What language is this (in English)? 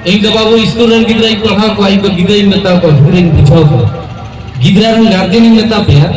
Santali